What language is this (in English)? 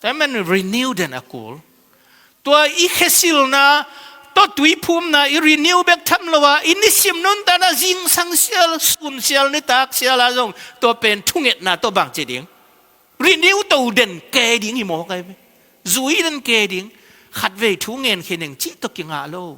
Tedim Chin